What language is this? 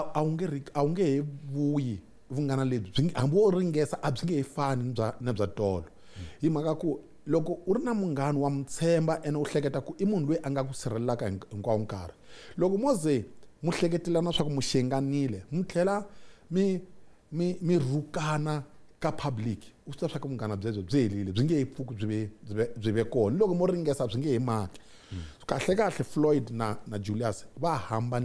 Tsonga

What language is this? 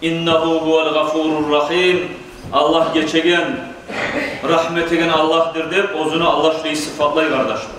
Kumyk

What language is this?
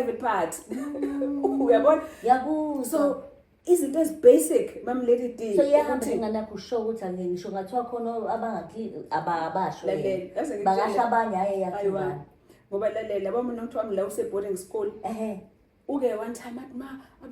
Zulu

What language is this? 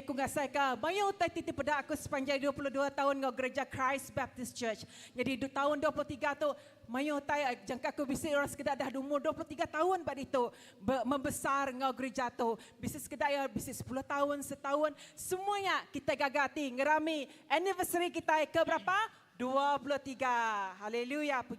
Iban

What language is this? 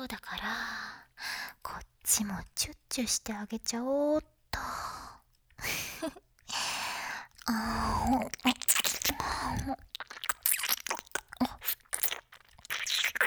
Japanese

